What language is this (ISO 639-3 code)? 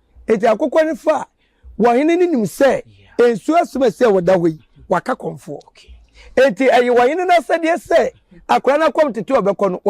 aka